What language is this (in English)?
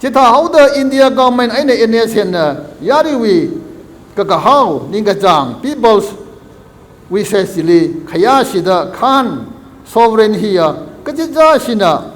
Tangkhul Naga (India)